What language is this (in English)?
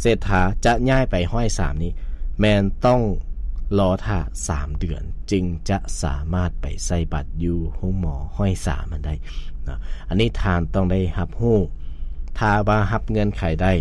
Lao